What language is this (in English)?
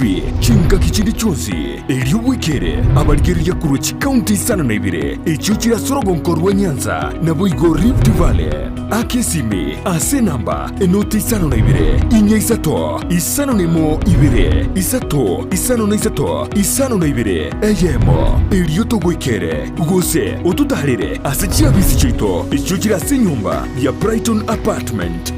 Gusii